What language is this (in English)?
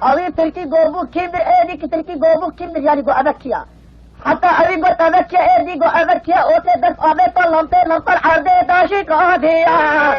Kurdish